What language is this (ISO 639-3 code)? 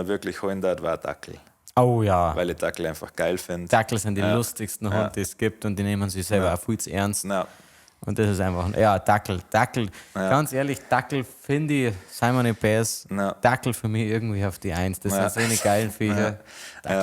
bar